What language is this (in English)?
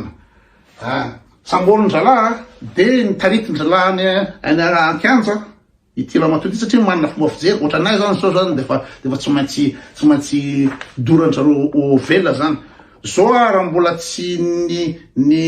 Malagasy